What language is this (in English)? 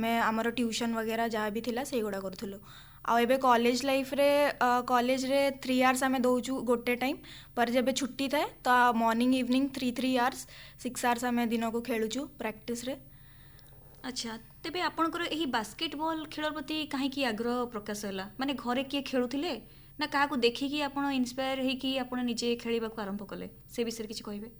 Odia